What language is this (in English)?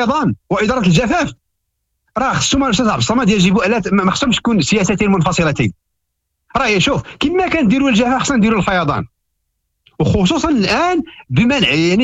Moroccan Arabic